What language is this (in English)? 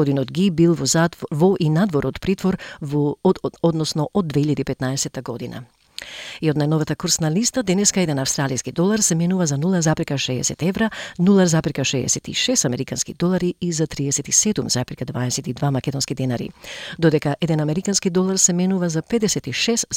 Macedonian